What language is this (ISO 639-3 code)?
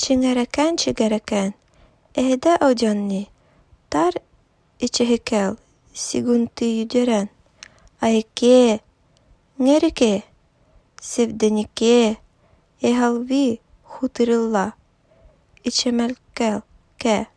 evn